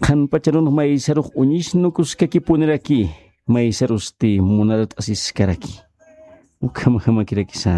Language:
Aymara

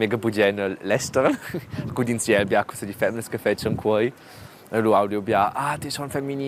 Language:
Romansh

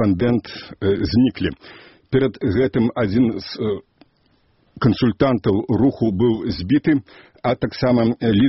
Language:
Belarusian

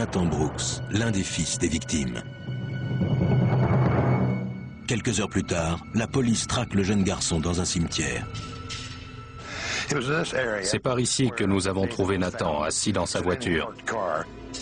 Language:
French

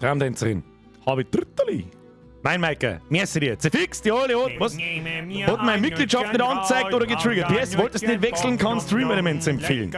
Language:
Bavarian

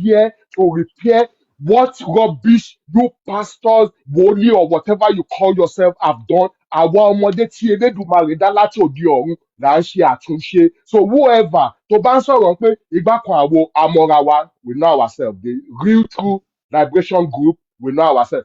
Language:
Yoruba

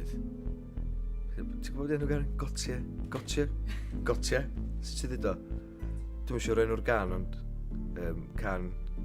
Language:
Welsh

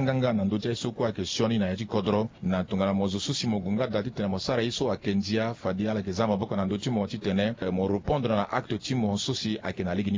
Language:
Sango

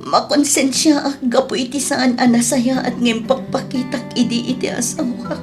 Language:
Iloko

